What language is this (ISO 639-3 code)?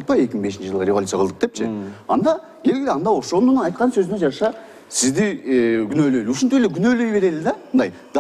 kir